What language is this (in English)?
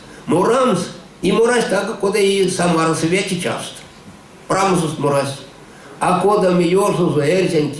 Erzya